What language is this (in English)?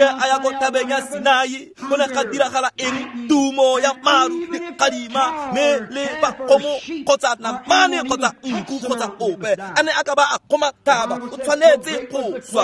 Tswana